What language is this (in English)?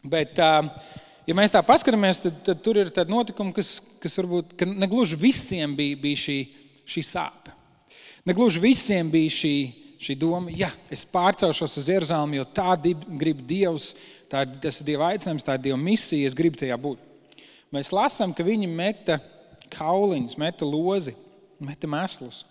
Latvian